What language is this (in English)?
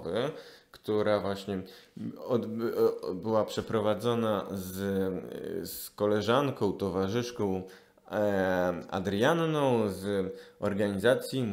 Polish